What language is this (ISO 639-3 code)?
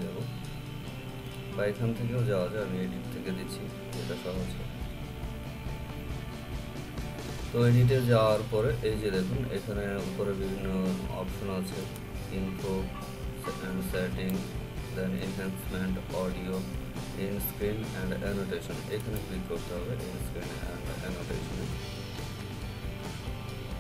ben